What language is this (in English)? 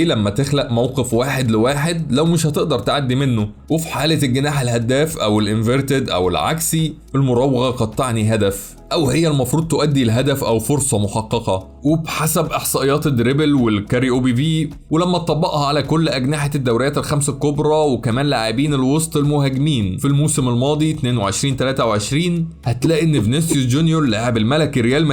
Egyptian Arabic